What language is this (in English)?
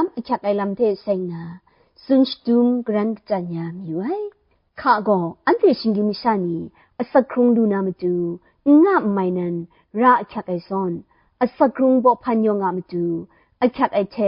Kachin